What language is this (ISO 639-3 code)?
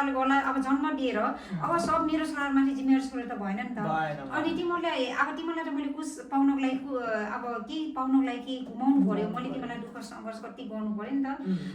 nep